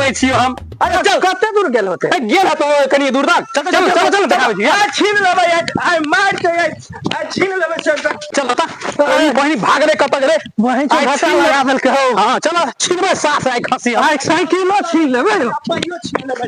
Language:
Maithili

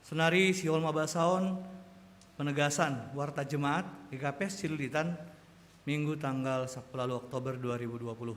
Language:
Batak Simalungun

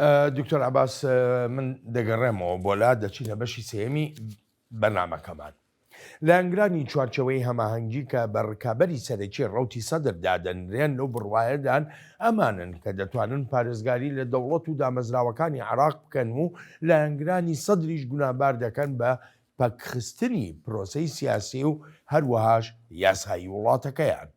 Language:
Central Kurdish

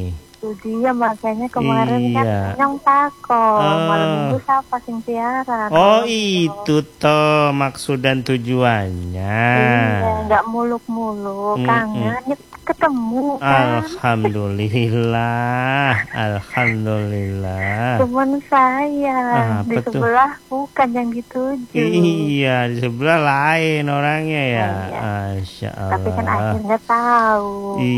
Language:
Indonesian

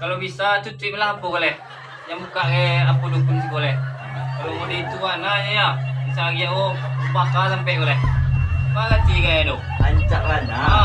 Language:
Minangkabau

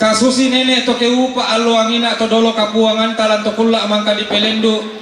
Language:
Toraja-Sa'dan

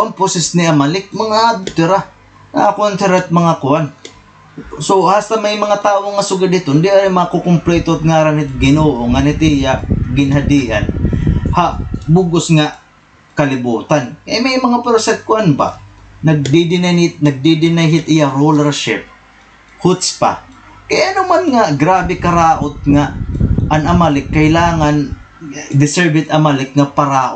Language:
Waray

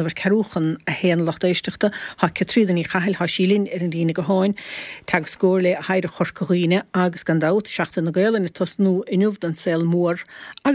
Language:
Irish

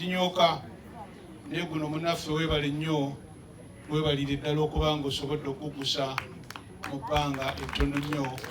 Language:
Ganda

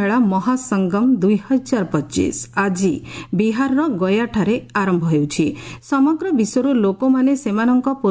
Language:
Odia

